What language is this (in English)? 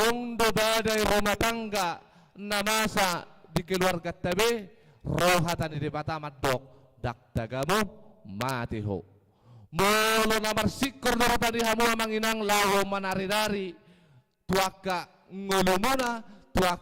Batak Toba